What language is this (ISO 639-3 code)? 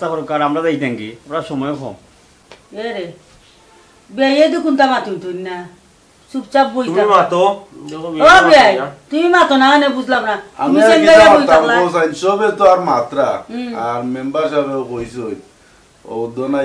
syl